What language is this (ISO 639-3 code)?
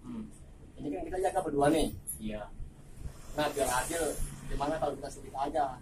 bew